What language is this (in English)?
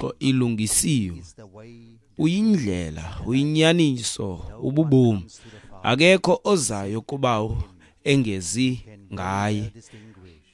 Xhosa